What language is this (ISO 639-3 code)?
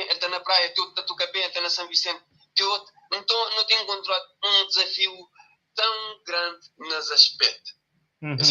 kea